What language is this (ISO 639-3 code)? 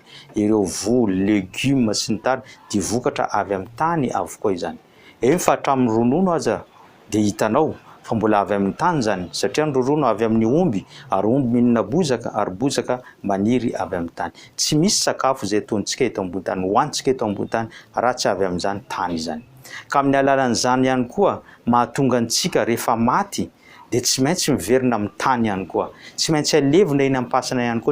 mlg